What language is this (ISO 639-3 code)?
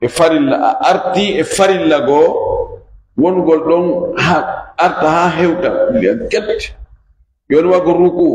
ful